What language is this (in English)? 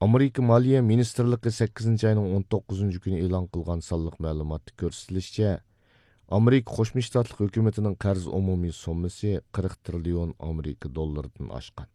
Uyghur